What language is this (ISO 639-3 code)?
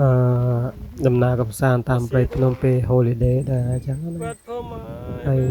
khm